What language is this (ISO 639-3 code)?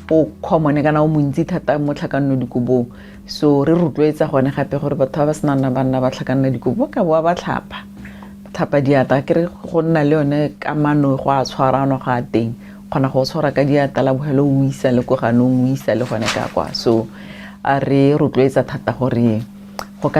tsn